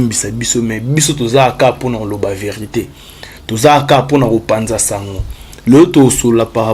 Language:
Lingala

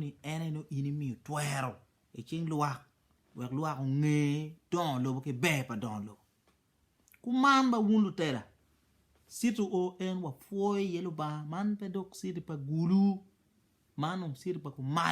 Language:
Acoli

